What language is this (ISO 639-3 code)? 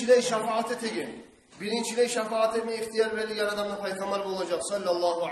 kum